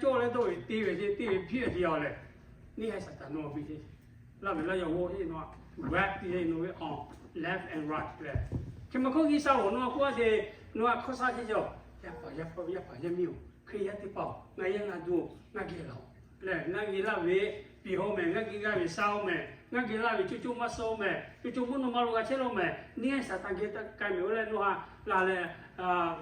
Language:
Lahu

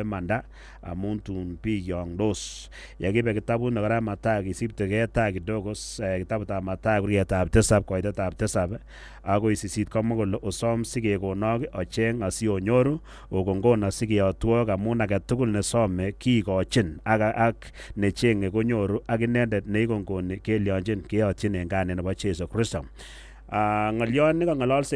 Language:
Kalenjin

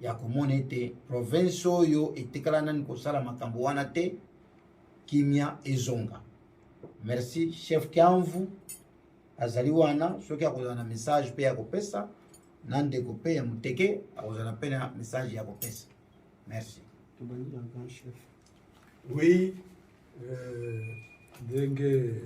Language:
Lingala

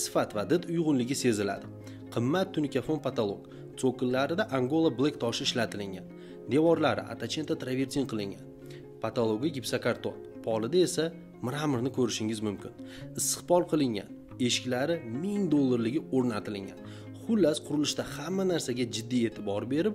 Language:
Uzbek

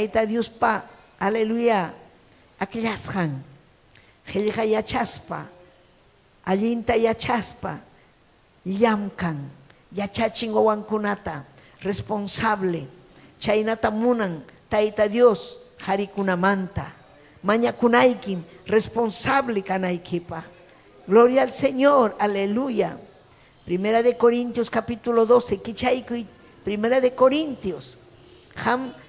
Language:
Ayacucho Quechua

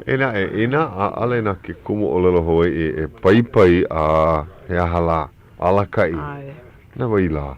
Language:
Hawaiian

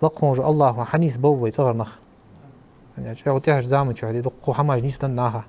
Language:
Ingush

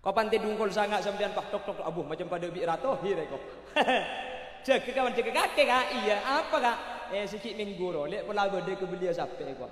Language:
Madurese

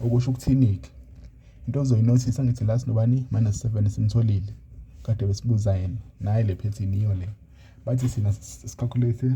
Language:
Zulu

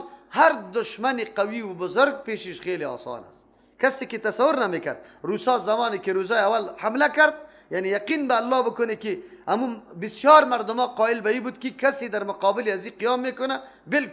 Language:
Persian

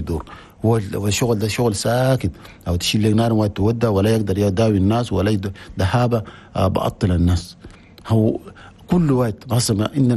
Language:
Chadian Arabic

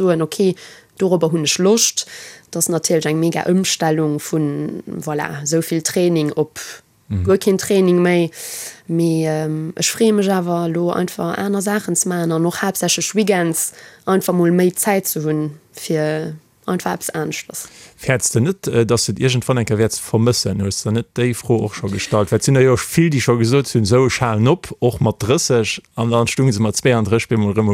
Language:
Luxembourgish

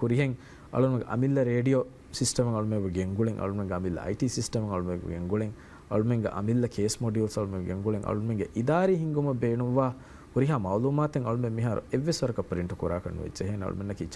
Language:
Divehi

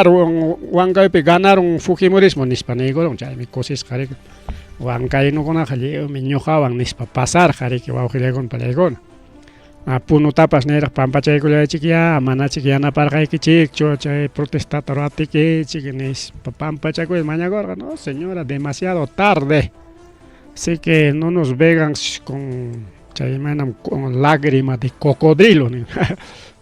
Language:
Ayacucho Quechua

